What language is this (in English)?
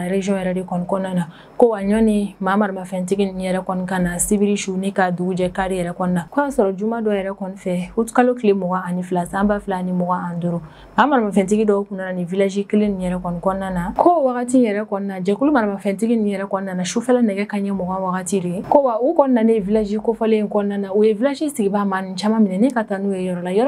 Bambara